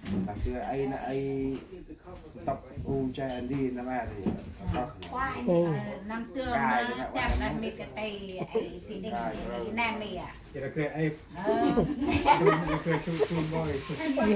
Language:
Central Mnong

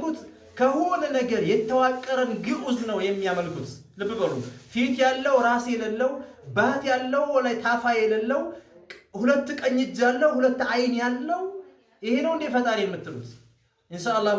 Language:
Amharic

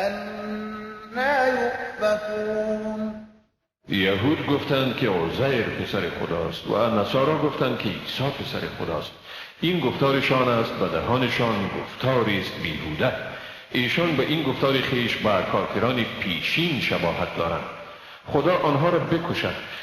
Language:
Persian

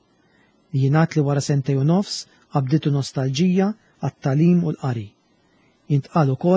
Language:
Maltese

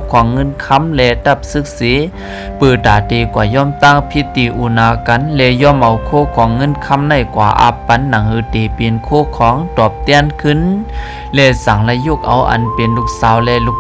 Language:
Shan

